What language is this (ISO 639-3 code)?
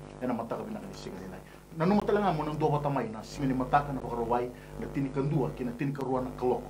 fij